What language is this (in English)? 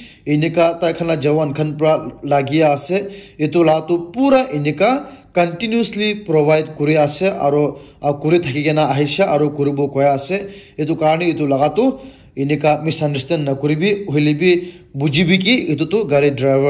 Naga Pidgin